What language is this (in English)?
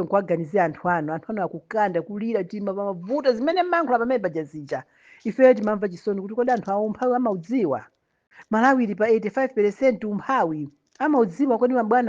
Nyanja